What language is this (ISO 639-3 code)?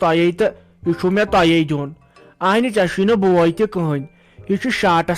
kas